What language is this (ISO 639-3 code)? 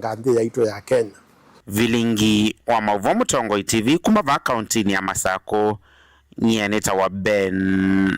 kam